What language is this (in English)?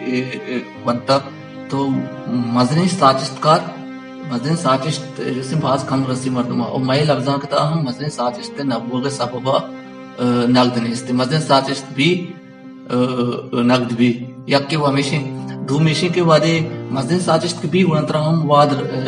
Baluchi